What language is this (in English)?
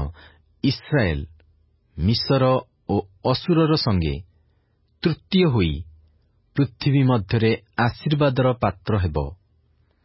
Odia